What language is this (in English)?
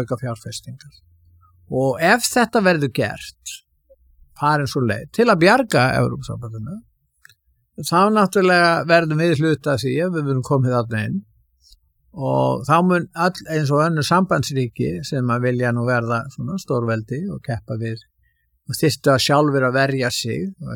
Icelandic